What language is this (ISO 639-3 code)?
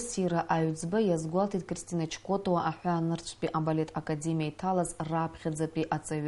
abk